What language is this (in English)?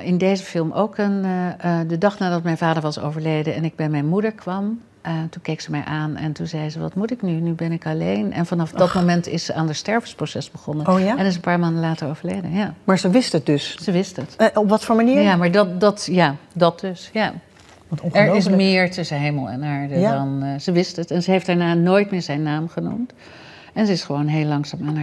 Dutch